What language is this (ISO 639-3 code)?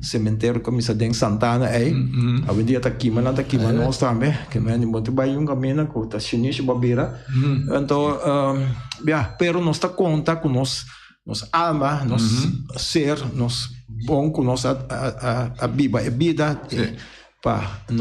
pap